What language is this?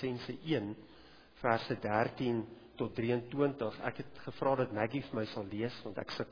Afrikaans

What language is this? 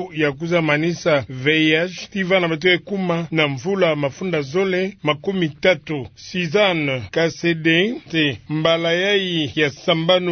Kituba (Democratic Republic of Congo)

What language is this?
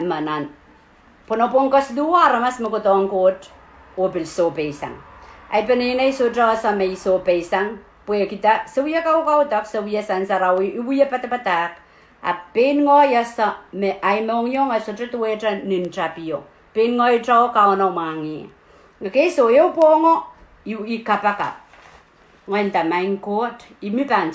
Pohnpeian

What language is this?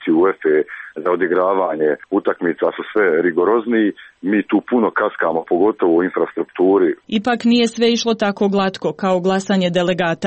Croatian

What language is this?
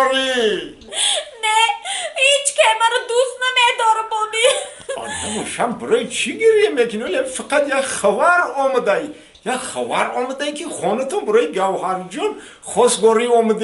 Tajik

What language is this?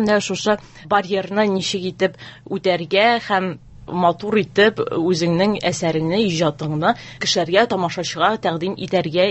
Tatar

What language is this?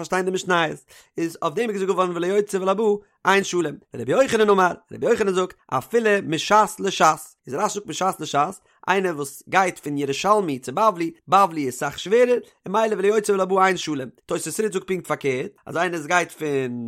Yiddish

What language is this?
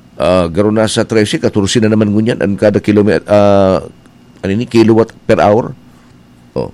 Bikol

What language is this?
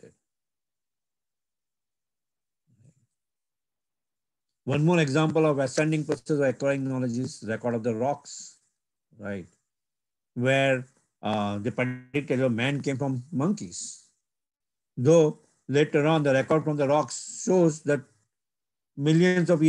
English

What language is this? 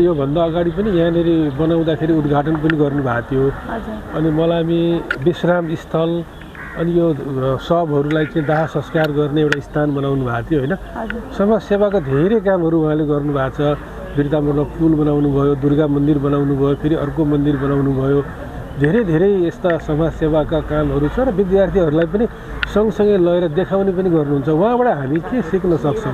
Nepali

